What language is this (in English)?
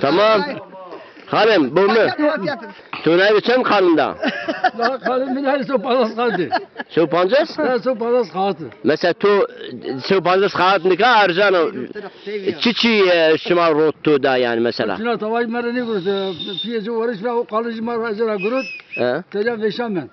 Zaza